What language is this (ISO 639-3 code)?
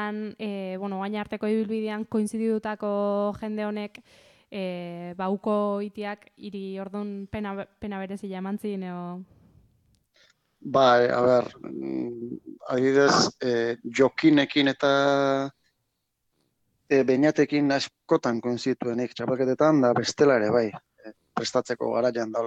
eus